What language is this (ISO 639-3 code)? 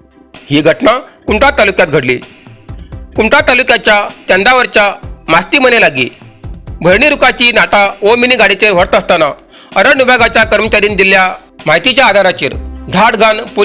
kok